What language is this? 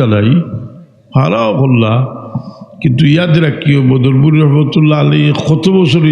Sylheti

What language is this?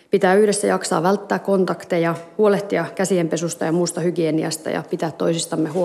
Finnish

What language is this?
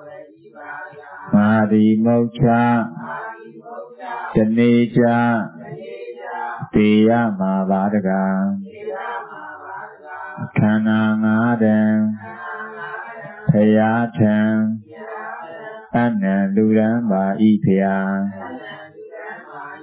Burmese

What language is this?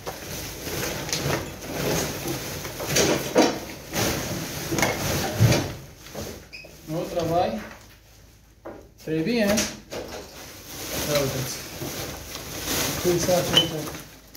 Romanian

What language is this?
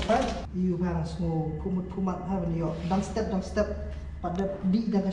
Khasi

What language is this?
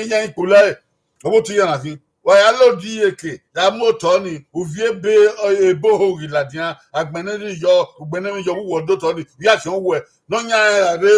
Bini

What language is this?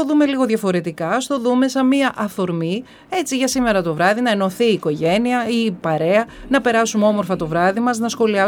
Greek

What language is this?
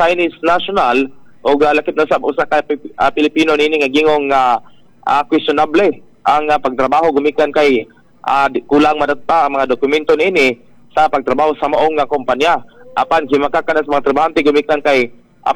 Cebuano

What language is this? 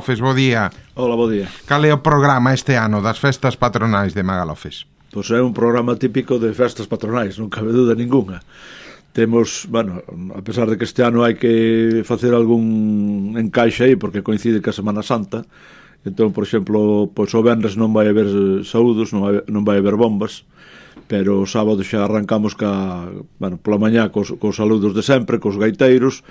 Galician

